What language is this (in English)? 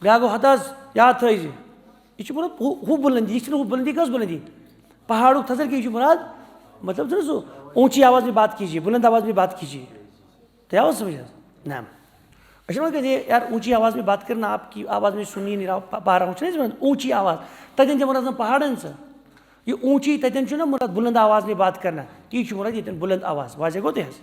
Kashmiri